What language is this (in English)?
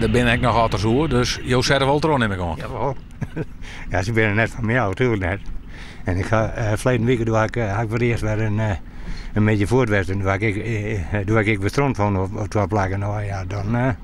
Western Frisian